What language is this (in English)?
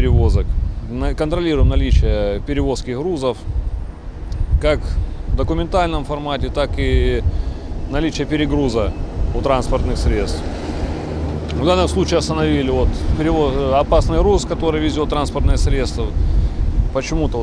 Russian